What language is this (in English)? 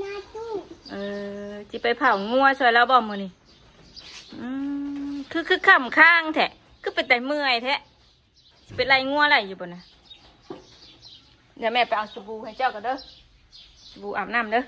Northeastern Thai